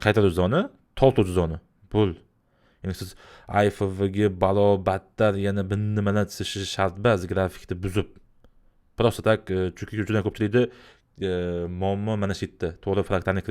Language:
Uzbek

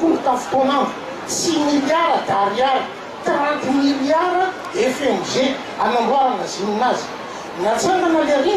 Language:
Malagasy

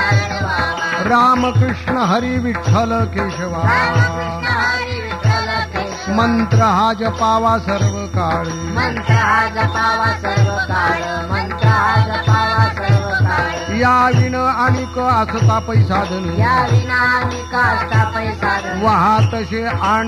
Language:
Marathi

